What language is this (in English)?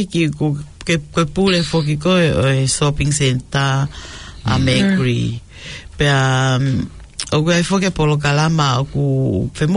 Tongan